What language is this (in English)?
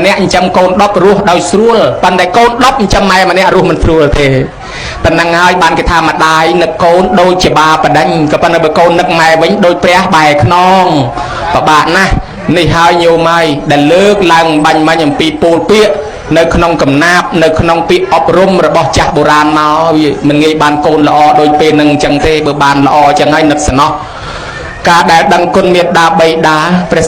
Khmer